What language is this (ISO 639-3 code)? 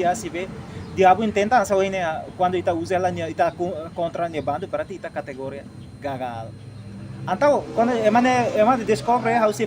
tet